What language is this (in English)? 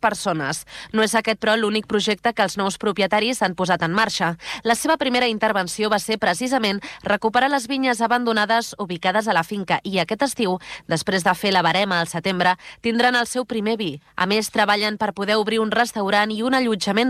Catalan